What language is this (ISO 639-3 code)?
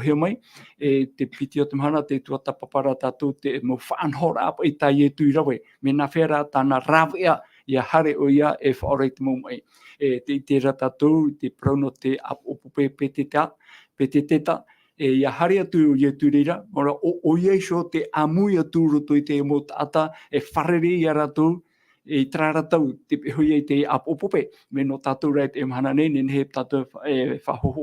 tah